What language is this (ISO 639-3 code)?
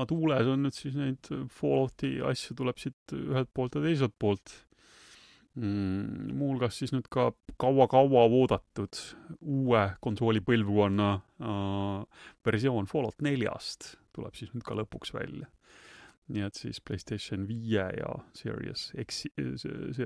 est